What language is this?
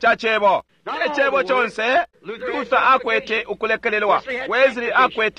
Bemba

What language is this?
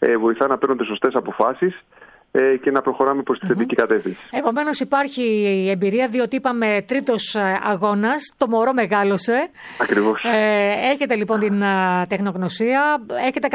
Greek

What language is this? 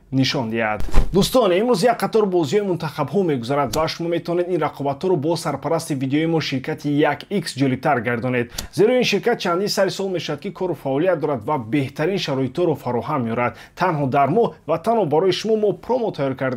Tajik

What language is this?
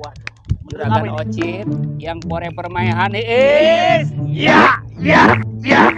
Betawi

